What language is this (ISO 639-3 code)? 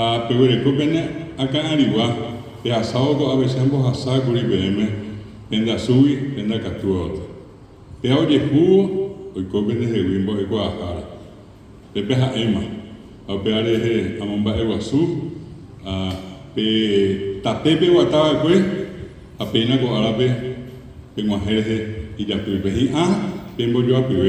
grn